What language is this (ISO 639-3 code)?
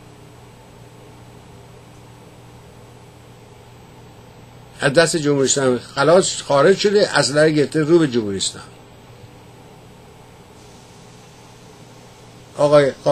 fas